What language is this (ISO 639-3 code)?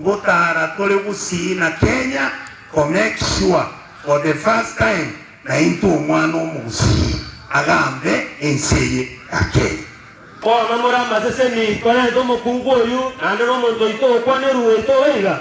guz